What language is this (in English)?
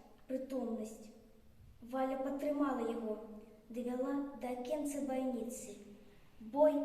Belarusian